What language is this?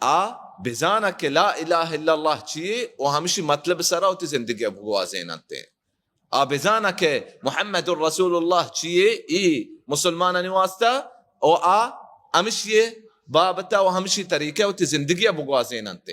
Baluchi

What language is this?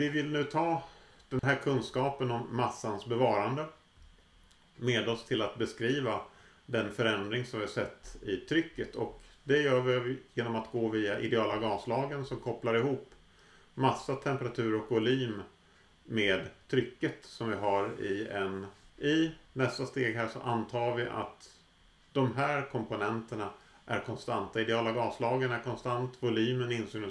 Swedish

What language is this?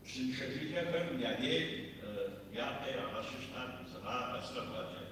Kabardian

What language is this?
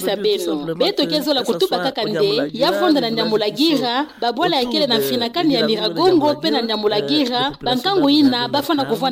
Kituba (Democratic Republic of Congo)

